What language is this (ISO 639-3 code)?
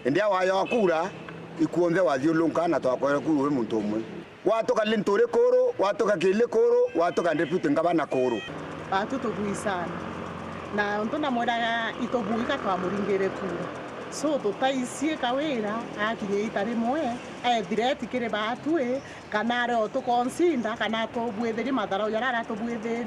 mer